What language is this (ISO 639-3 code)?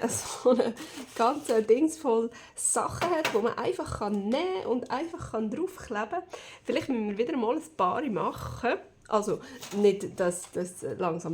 gsw